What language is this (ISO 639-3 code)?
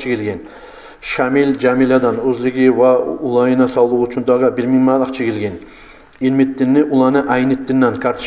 kum